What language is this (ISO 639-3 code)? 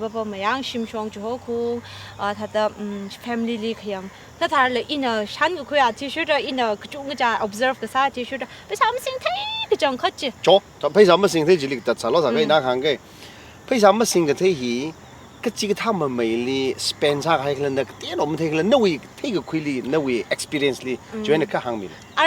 nmf